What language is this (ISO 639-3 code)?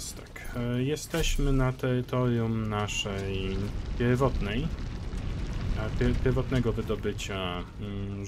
pol